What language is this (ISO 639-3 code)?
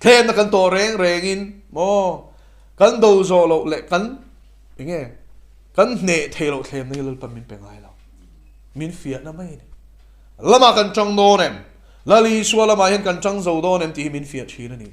lus